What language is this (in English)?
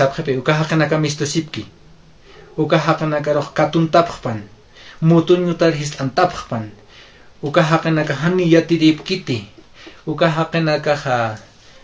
Aymara